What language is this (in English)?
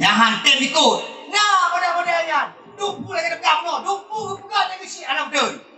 Achinese